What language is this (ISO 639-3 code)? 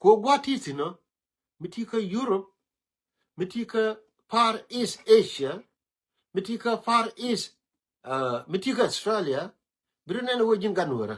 nus